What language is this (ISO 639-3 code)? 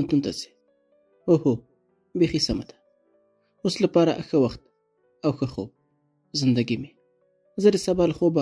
pus